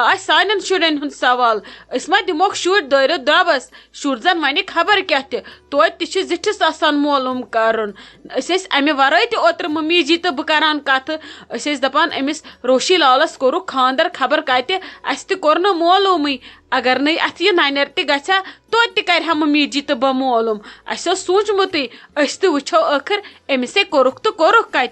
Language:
Kashmiri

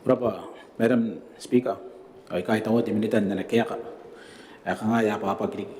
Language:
Gilbertese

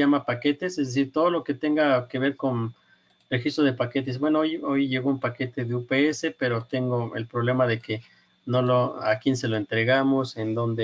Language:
Spanish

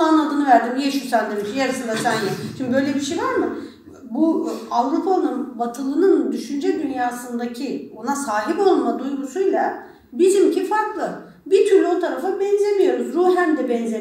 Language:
Turkish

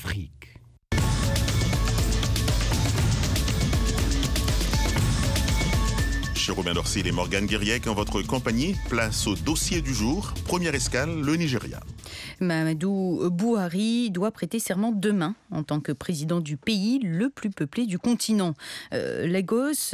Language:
French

